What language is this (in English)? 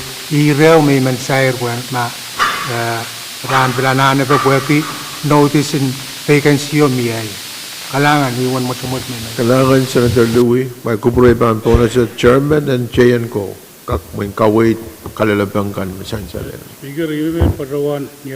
Pohnpeian